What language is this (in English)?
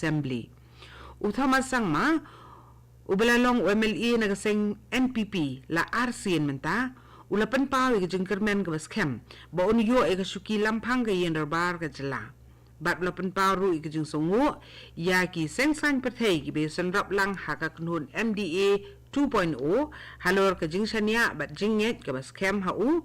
Khasi